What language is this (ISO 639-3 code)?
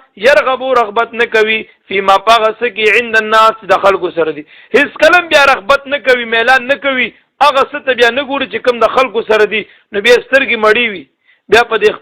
pus